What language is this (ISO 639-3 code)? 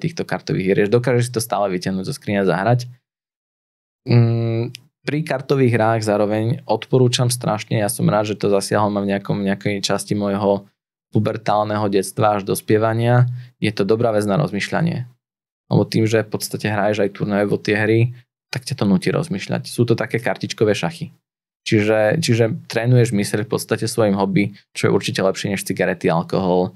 slk